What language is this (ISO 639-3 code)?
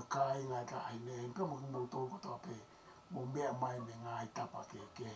ton